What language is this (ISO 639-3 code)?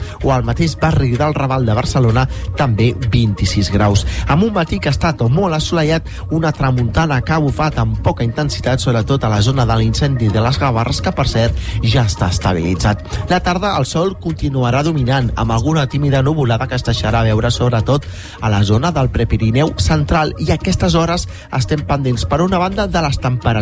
cat